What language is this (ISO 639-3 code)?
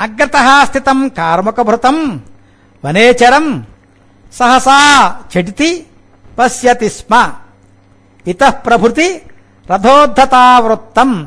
san